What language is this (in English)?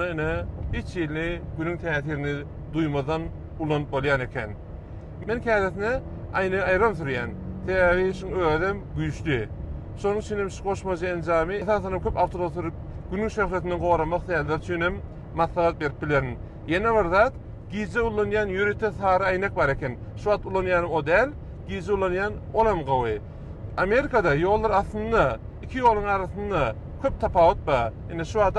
Turkmen